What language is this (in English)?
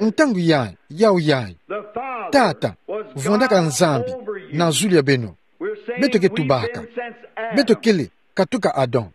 Kituba (Democratic Republic of Congo)